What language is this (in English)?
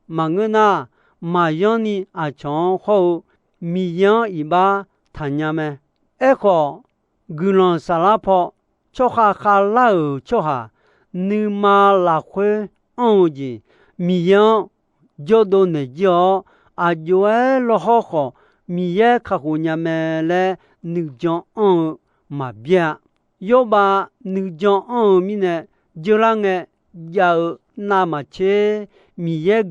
Akha